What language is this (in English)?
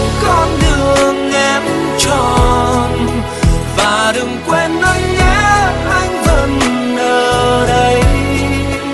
Vietnamese